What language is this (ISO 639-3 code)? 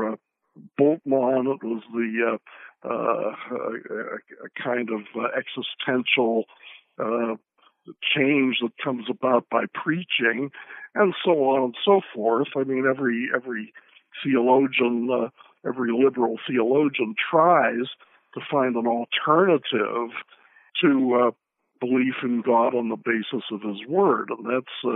eng